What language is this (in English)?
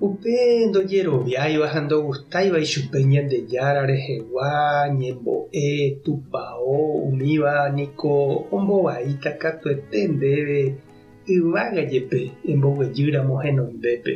Guarani